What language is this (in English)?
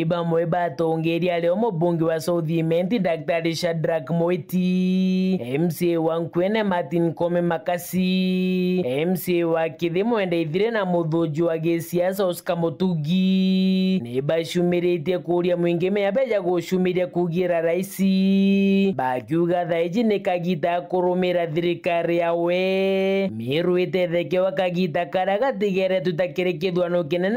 Meru